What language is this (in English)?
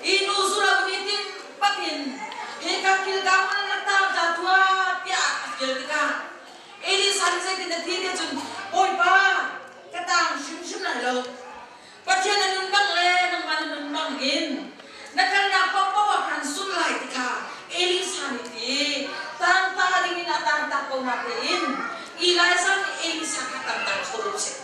Hakha Chin